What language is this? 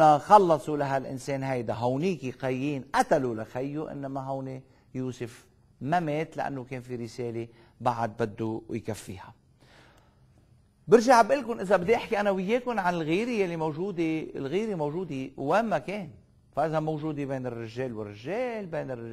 North Levantine Arabic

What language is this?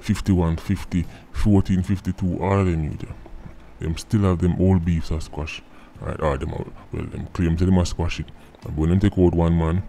Jamaican Creole English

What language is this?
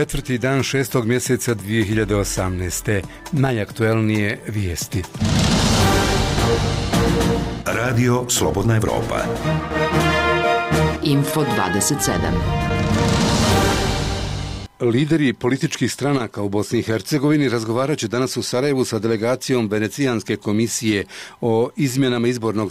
Bosnian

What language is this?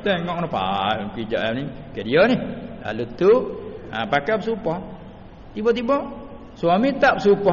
Malay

